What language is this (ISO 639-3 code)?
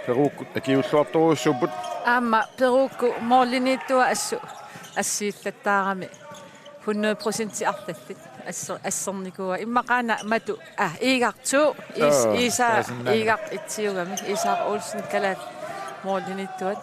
kal